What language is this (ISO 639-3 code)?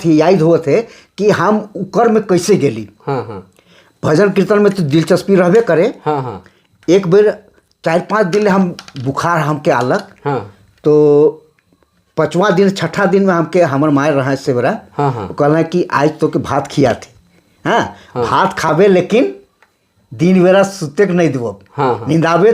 sck